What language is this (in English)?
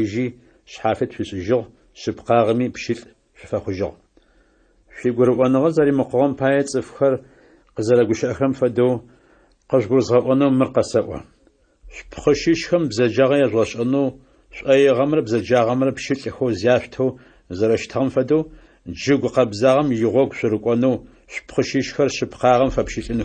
Adyghe